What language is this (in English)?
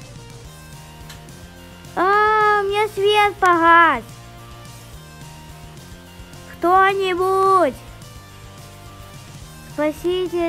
Russian